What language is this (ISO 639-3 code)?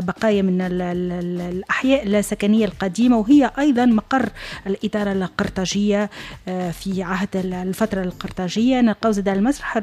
aeb